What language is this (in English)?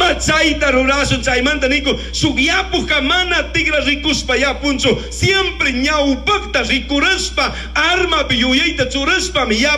Chimborazo Highland Quichua